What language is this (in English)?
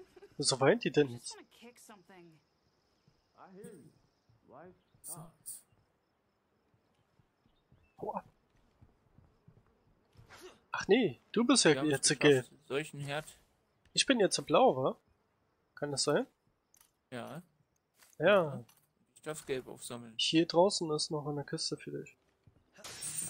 German